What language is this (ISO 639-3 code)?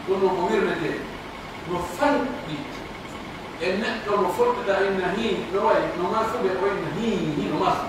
fuf